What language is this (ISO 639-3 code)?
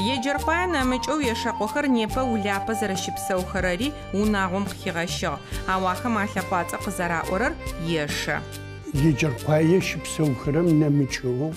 ady